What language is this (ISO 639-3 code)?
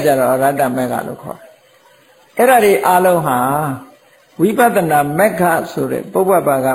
mya